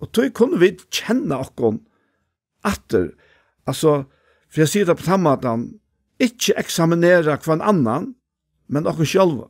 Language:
Faroese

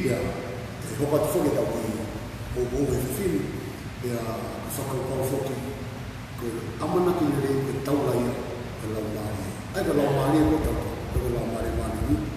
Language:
Tongan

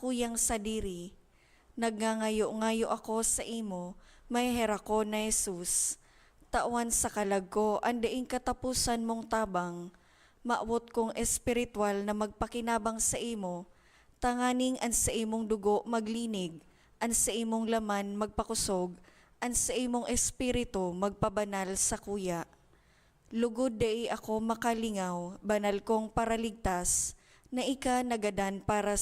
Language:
Bikol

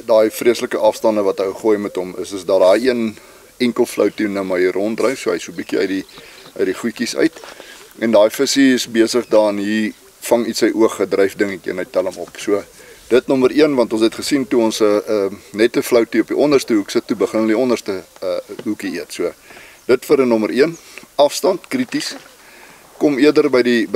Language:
Afrikaans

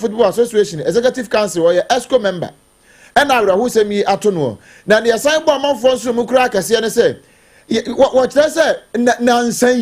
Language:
Akan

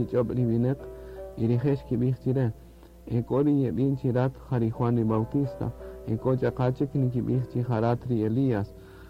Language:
Kaqchikel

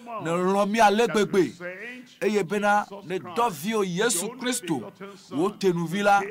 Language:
Ewe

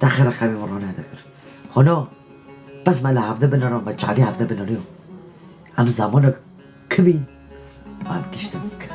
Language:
Kurdish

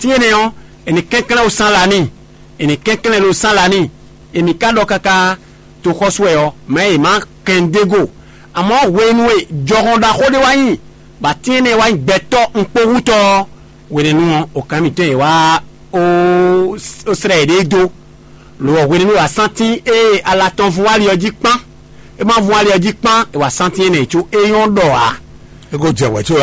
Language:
Fon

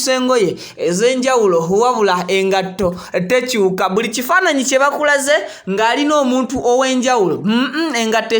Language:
Ganda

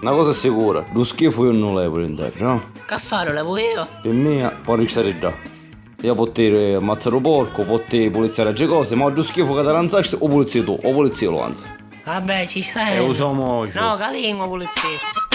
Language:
Sicilian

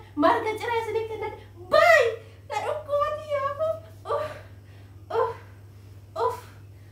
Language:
Oromo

